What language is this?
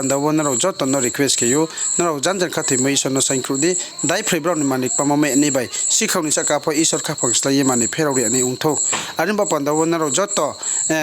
Riang (India)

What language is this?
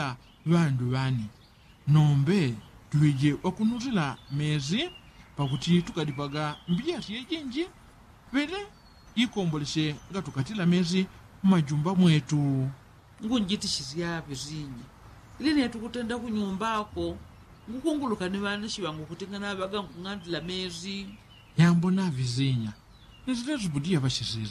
Yao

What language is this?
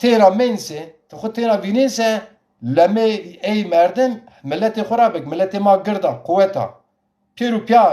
Zaza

